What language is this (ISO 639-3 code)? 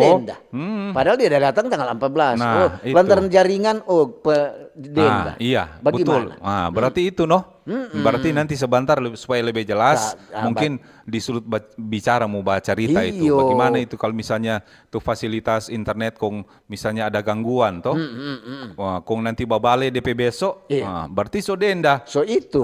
xmm